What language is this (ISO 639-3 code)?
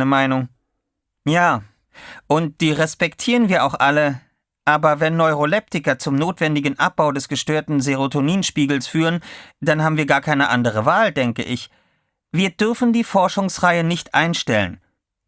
deu